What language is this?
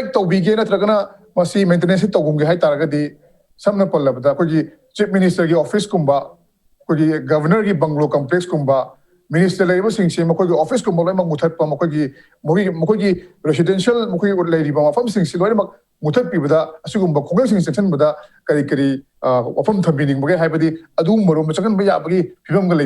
Manipuri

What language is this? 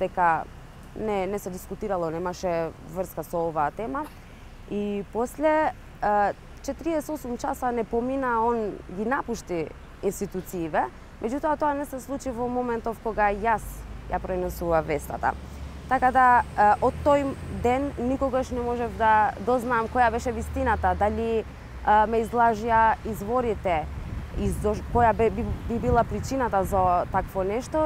Macedonian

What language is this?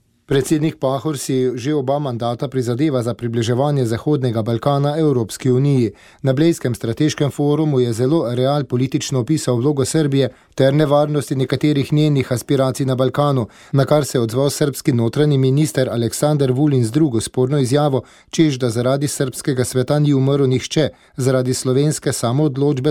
Slovenian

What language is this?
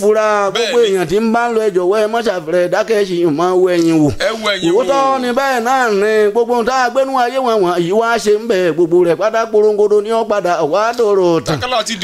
Yoruba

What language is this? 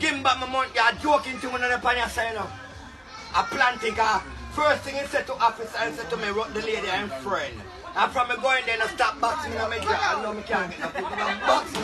Jamaican Creole English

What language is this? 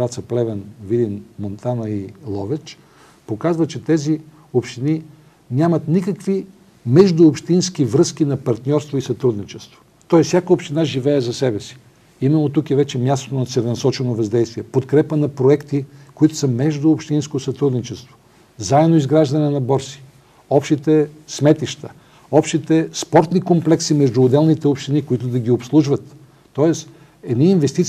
Bulgarian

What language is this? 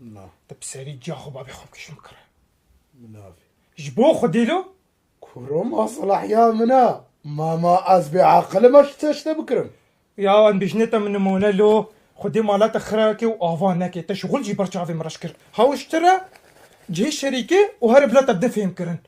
Kurdish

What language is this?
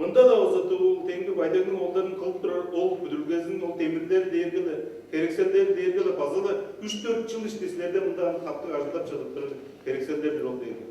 Tuvinian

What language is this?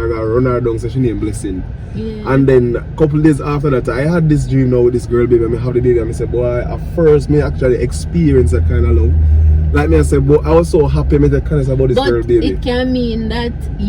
Jamaican Creole English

